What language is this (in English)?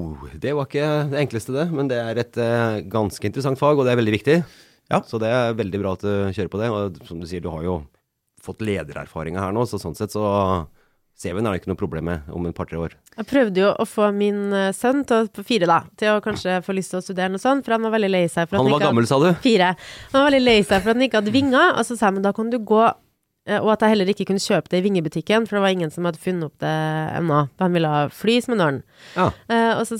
Norwegian